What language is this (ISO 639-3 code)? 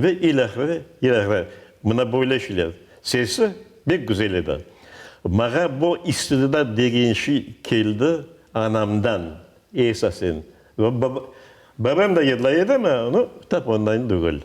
crh